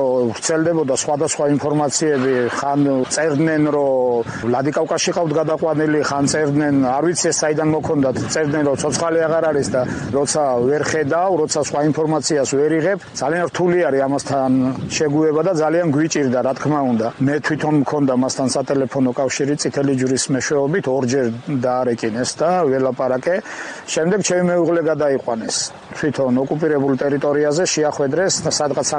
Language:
Georgian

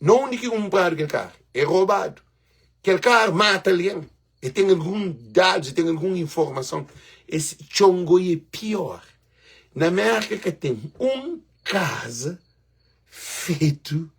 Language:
Kabuverdianu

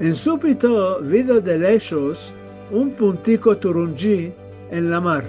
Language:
Ladino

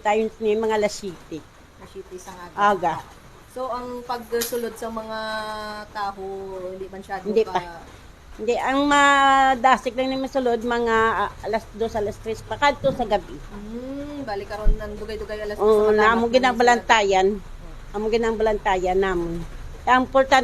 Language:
Hiligaynon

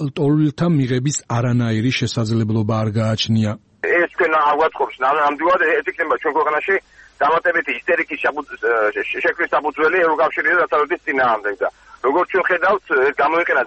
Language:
Georgian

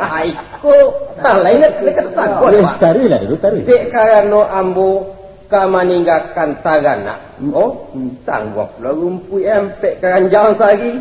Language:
Minangkabau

